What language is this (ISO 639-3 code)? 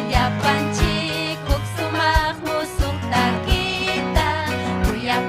quy